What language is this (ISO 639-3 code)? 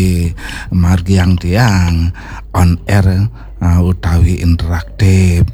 ban